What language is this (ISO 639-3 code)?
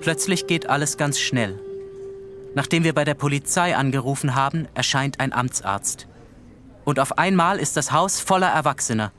gsw